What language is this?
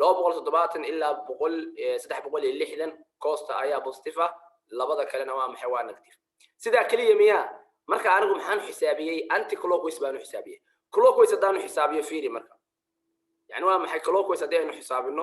Somali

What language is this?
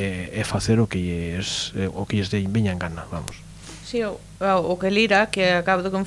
Galician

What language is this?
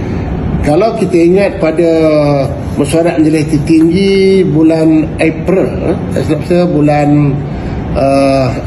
Malay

